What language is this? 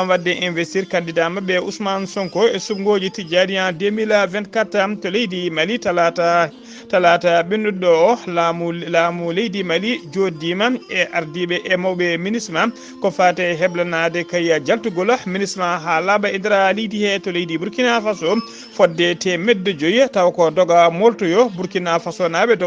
Fula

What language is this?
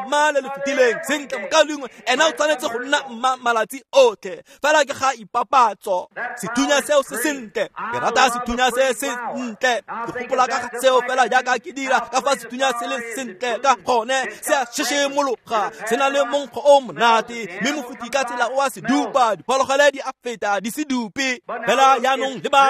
Tswana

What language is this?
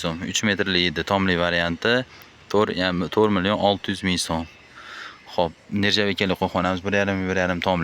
Uzbek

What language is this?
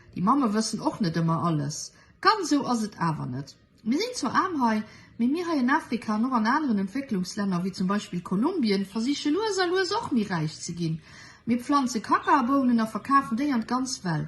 Luxembourgish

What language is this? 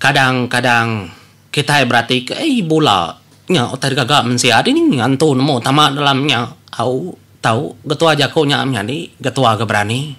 Iban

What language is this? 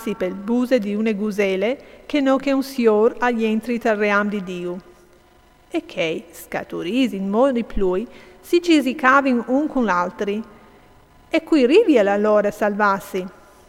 Friulian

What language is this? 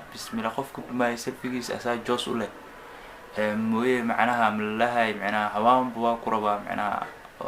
Somali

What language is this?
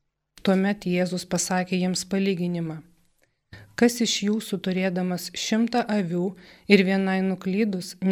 Lithuanian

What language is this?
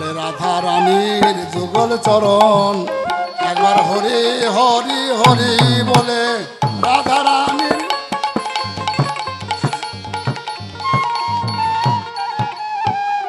Bangla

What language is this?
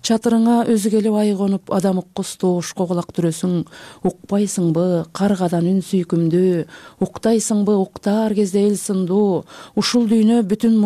Kyrgyz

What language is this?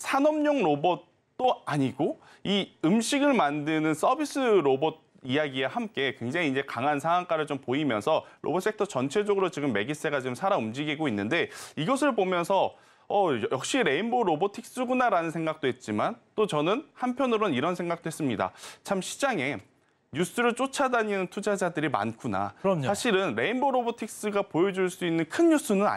Korean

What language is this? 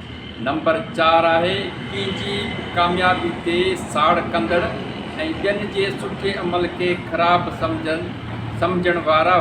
Sindhi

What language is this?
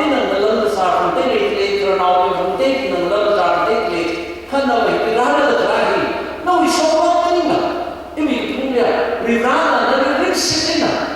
Tangkhul Naga (India)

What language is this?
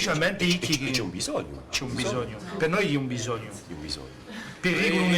Corsican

